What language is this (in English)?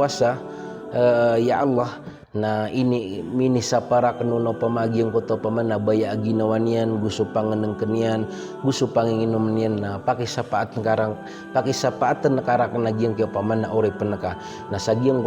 Maranao